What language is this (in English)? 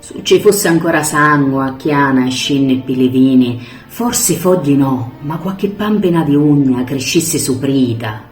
Sicilian